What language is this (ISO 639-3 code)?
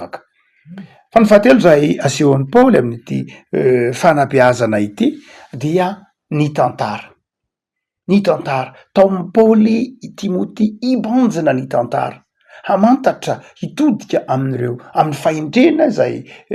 mlg